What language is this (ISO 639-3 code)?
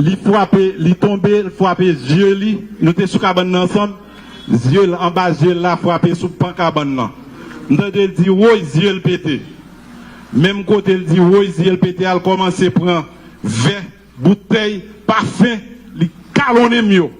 hat